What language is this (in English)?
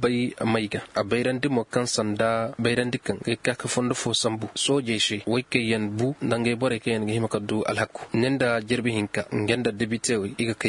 Koyraboro Senni